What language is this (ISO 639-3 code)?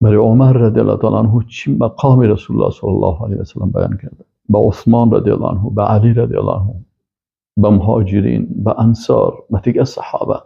fas